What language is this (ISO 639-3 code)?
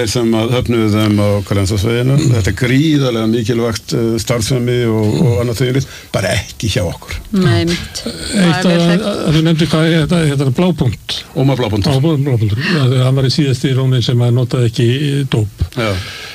isl